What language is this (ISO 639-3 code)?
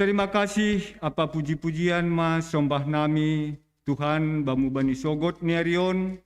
bts